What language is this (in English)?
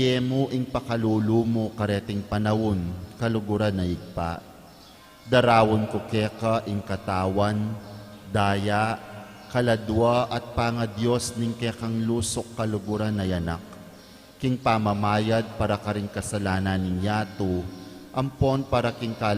Pampanga